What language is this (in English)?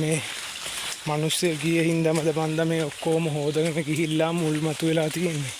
Sinhala